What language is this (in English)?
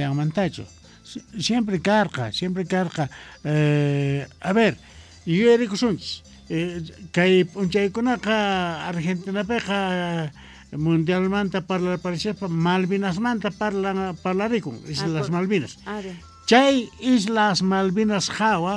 Quechua